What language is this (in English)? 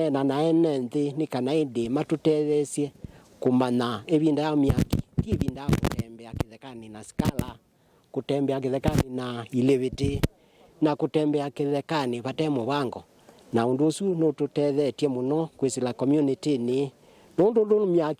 Kamba